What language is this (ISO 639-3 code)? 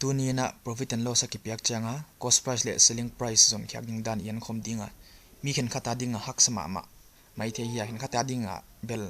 pck